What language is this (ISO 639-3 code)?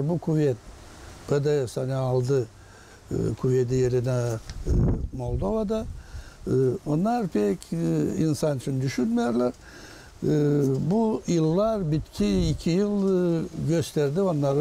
gag